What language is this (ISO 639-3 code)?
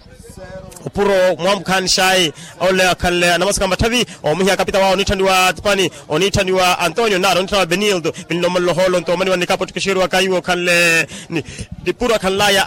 vmw